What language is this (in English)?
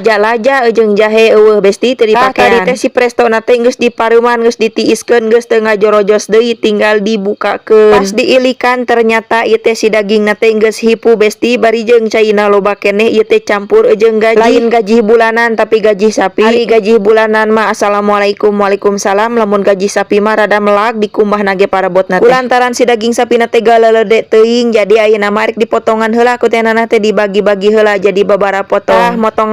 Sundanese